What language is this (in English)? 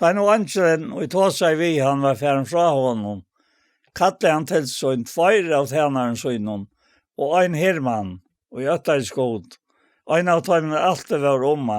Faroese